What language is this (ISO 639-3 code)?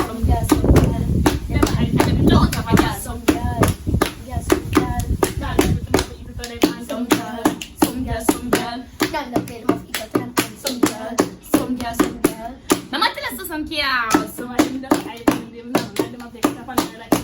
jam